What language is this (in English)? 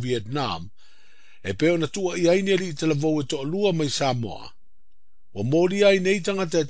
Samoan